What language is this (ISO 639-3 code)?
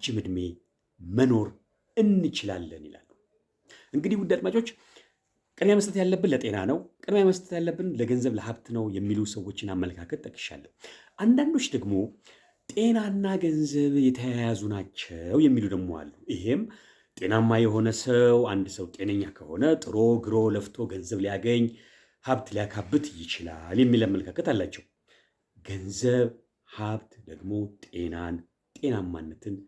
amh